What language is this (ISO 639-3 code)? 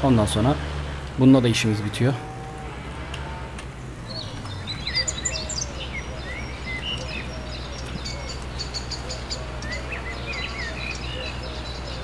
tur